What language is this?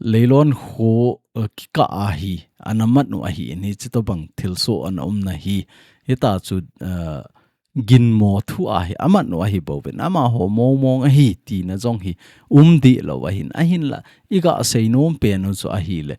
Thado Chin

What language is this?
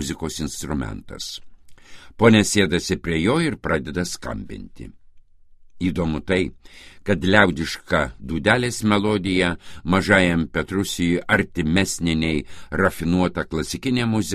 Lithuanian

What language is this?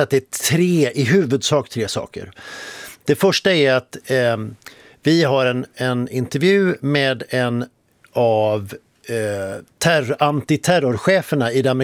Swedish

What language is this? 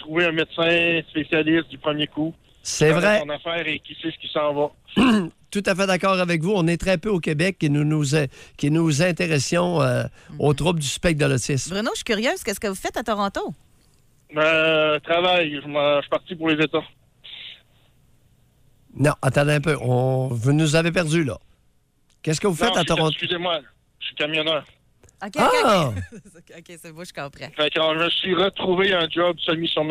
French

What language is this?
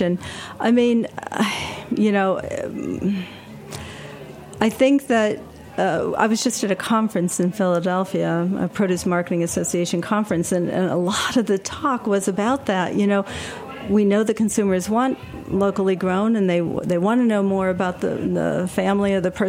English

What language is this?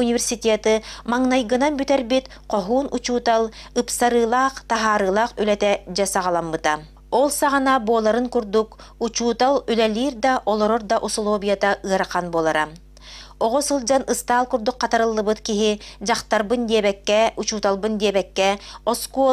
Yakut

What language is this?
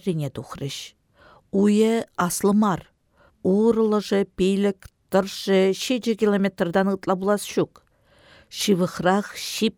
Chuvash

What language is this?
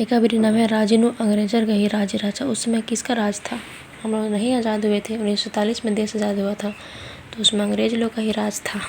Kurukh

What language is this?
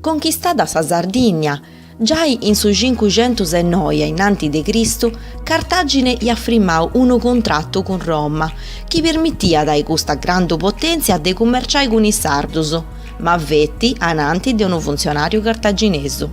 Sardinian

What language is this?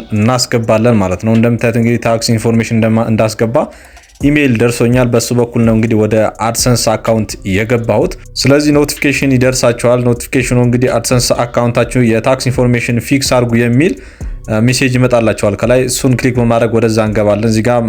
Amharic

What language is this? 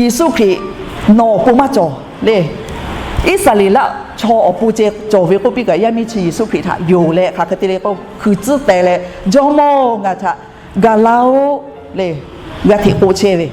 Lahu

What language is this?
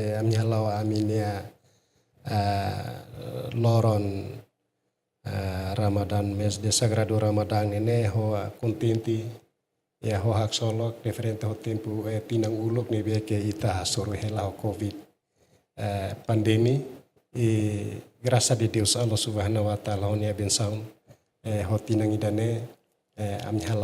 Tetum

